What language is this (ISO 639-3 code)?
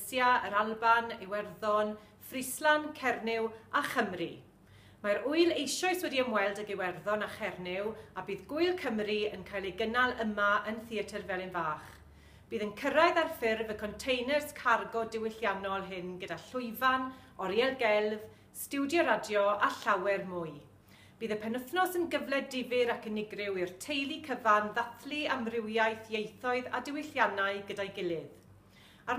cym